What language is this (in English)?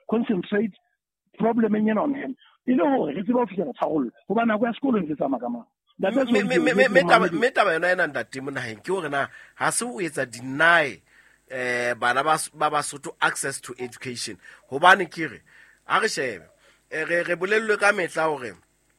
Southern Sotho